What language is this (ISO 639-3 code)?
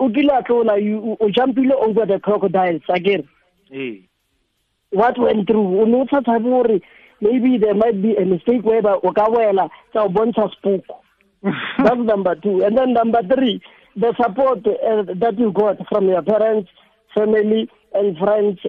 tsn